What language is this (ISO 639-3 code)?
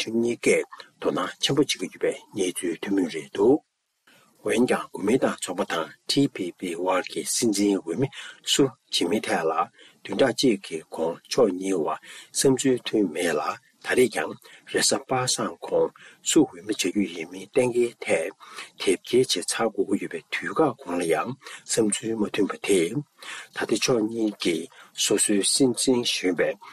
bod